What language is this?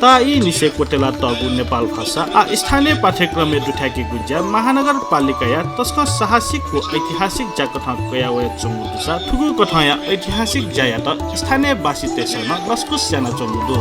Newari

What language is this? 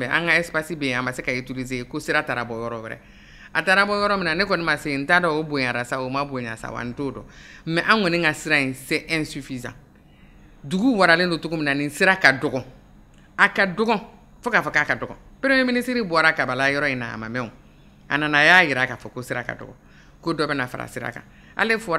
Bambara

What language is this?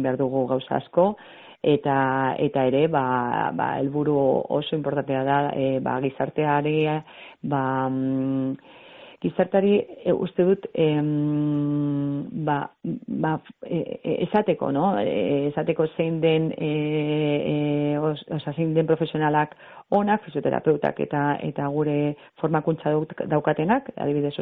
Basque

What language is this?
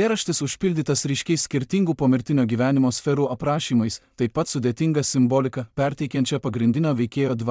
Lithuanian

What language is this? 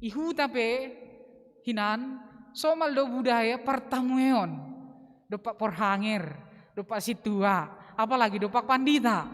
Batak Simalungun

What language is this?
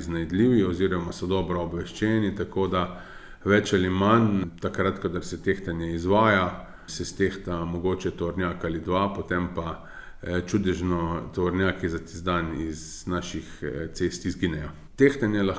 Slovenian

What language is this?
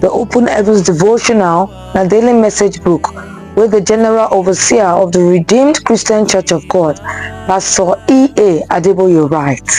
Nigerian Pidgin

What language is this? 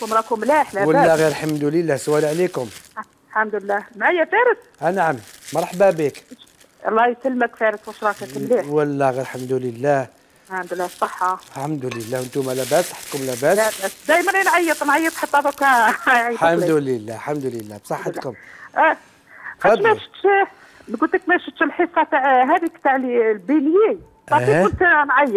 Algerian Arabic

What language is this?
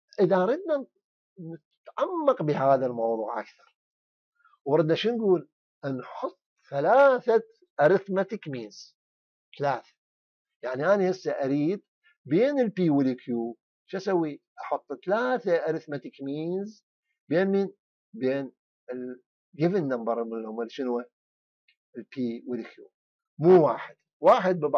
Mesopotamian Arabic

